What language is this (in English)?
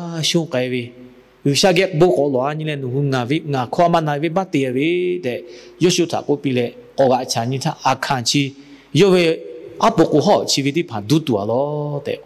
Lahu